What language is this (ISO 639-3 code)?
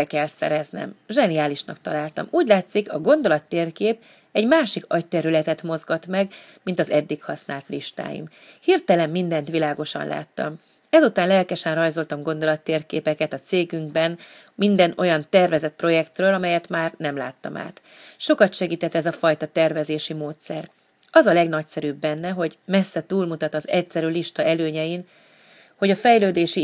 hun